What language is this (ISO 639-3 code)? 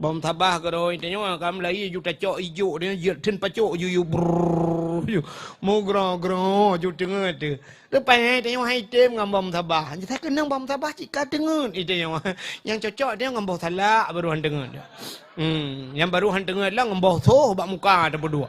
ace